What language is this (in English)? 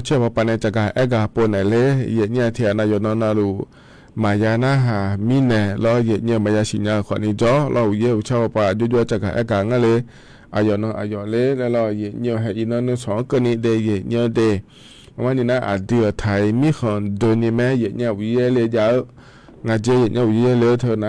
Akha